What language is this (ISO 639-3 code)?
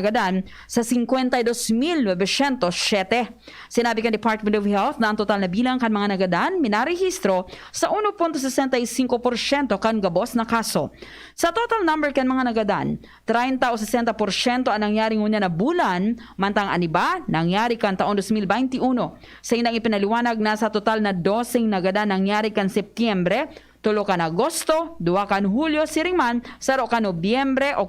bik